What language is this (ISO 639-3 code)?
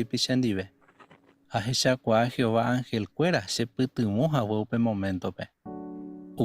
grn